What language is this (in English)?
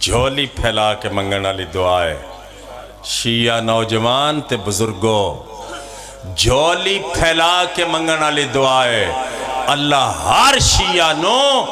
Pahari-Potwari